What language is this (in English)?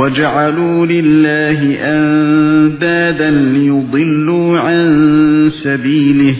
Uyghur